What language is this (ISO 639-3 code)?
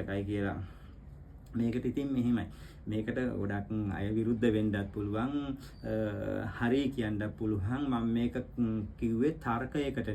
sin